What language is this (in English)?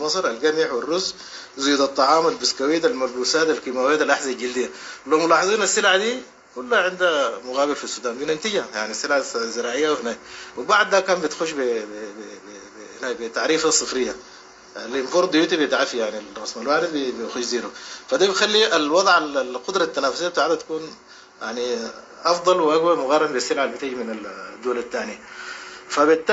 Sudanese Arabic